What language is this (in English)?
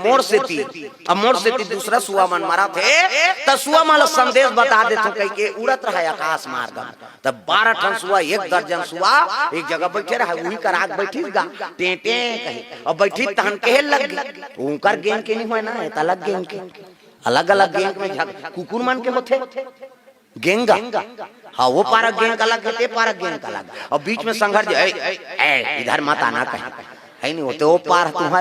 Chhattisgarhi